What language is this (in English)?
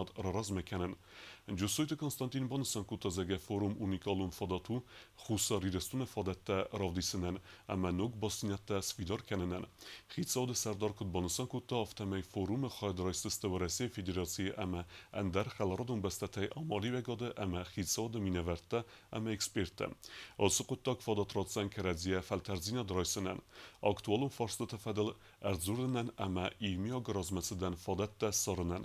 Ossetic